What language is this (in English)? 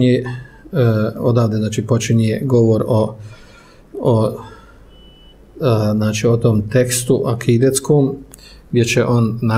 Bosnian